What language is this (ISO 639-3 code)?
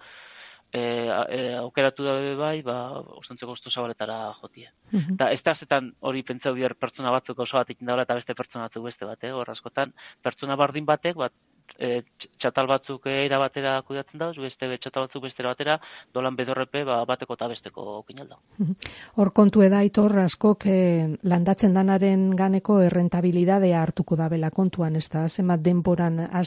eus